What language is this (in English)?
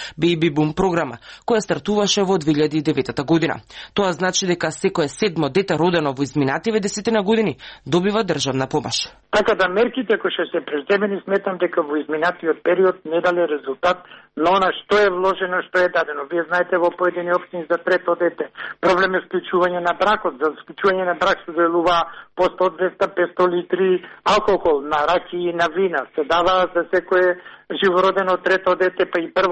Macedonian